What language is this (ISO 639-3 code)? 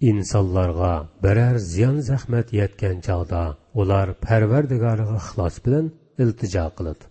uig